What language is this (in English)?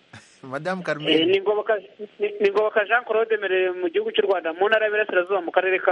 Kinyarwanda